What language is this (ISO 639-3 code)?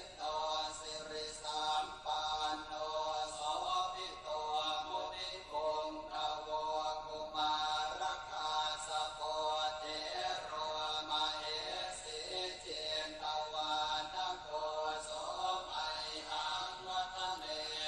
pli